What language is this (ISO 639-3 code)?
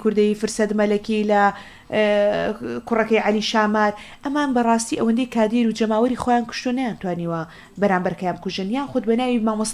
ckb